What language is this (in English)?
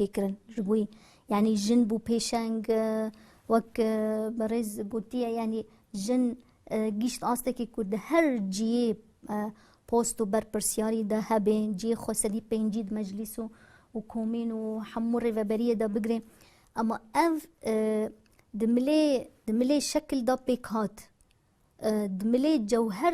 Kurdish